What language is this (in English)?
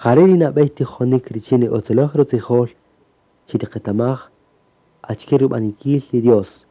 Kaqchikel